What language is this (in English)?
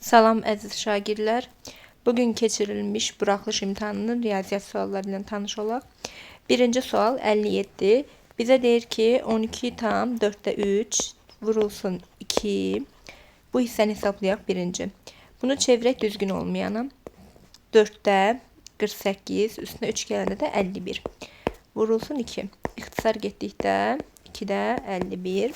Azerbaijani